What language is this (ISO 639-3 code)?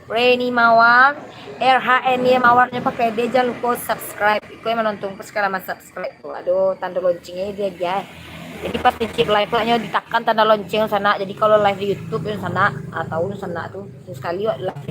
min